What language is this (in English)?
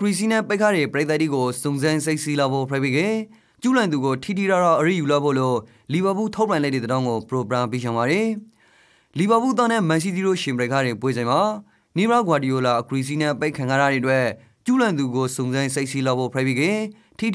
Rakhine